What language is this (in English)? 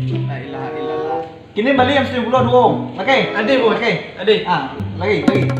Minangkabau